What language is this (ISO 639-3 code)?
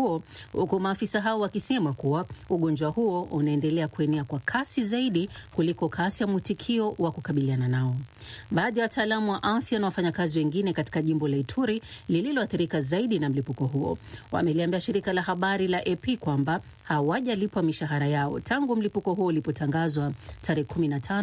swa